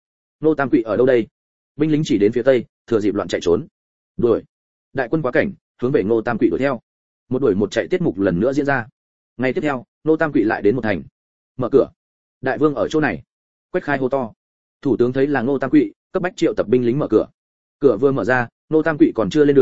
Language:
Vietnamese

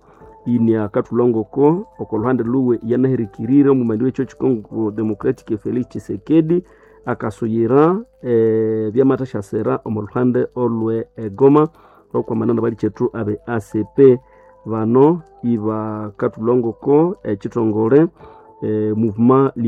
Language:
Nande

